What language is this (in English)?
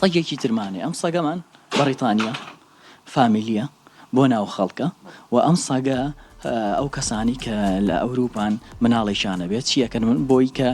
Central Kurdish